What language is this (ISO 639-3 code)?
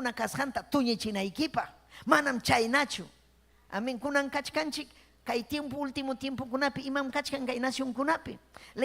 quy